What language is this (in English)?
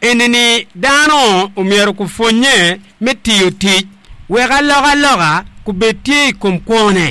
Acoli